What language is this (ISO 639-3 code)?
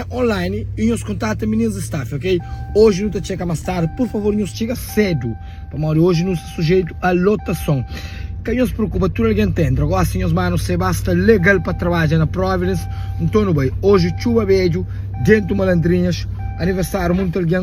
kea